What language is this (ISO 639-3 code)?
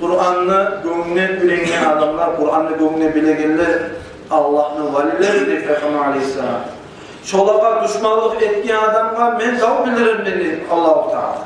kum